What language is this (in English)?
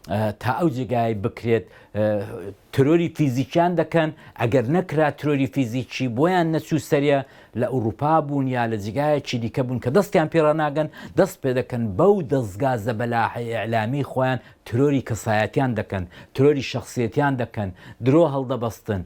Central Kurdish